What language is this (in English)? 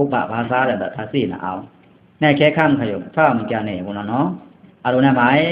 Pa'o Karen